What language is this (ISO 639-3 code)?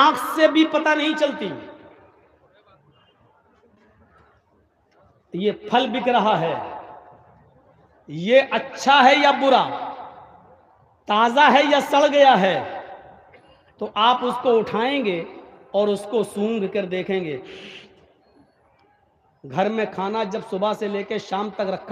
urd